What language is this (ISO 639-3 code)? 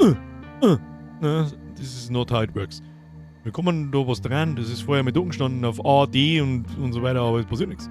bar